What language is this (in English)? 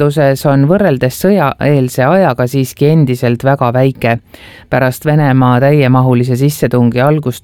Estonian